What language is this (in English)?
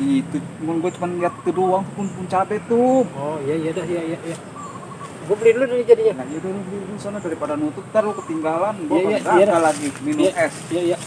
Betawi